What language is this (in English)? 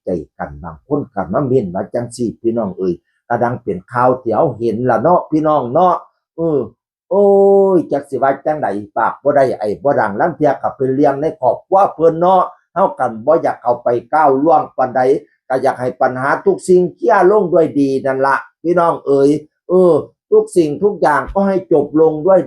Northeastern Thai